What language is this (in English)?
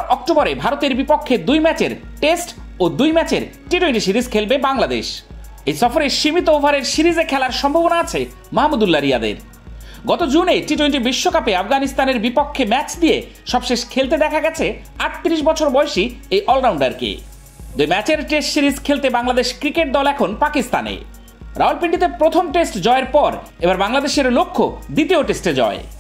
Bangla